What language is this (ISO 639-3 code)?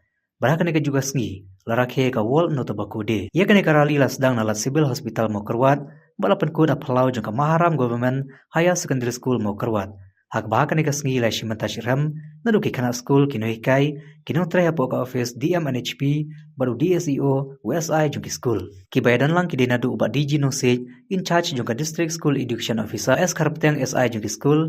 kha